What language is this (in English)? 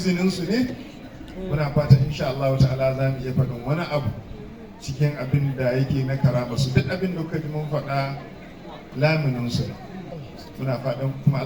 Hausa